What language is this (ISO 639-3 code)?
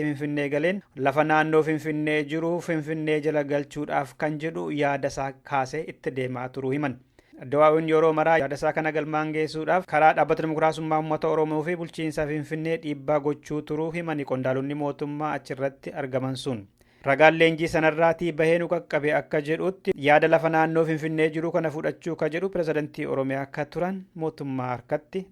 orm